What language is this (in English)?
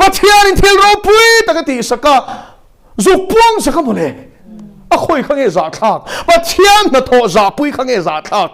Mizo